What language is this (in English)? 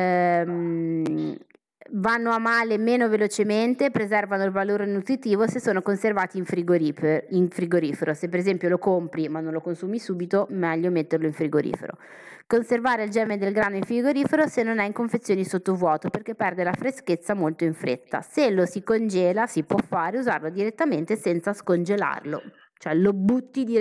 Italian